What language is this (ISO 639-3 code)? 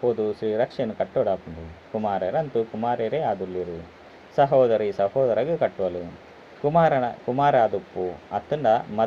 tcy